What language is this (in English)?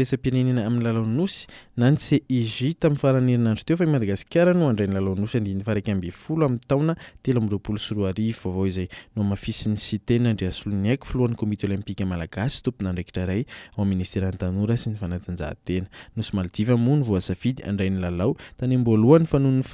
Malagasy